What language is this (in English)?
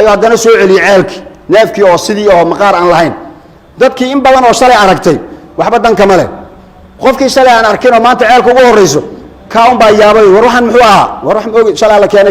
Somali